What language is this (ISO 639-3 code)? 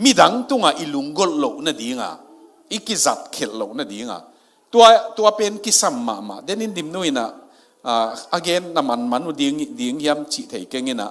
ctd